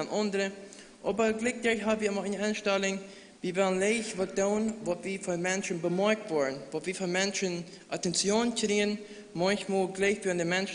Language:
Plautdietsch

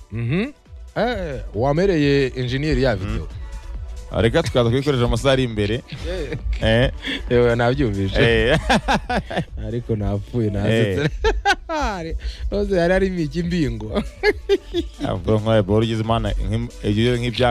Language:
Kinyarwanda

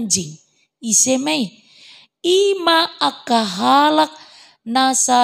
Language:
Batak Toba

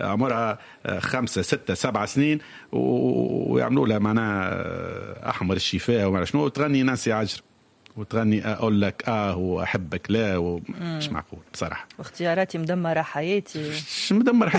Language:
Tunisian Arabic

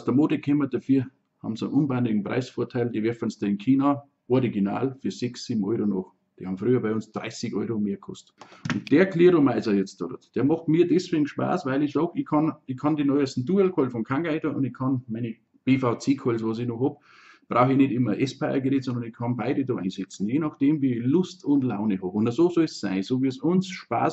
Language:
Bavarian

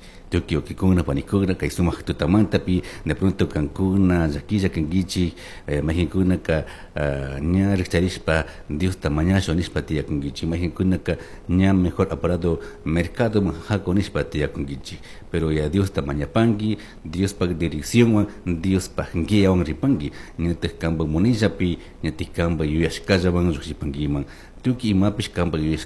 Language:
Chimborazo Highland Quichua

